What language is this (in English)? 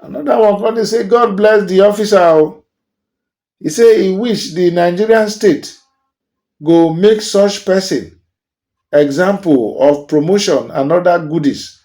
Nigerian Pidgin